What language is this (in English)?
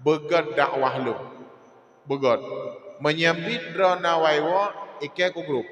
Achinese